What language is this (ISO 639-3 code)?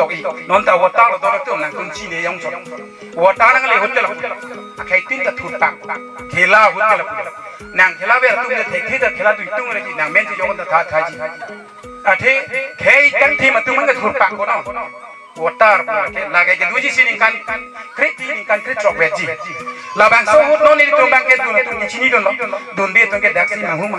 mjw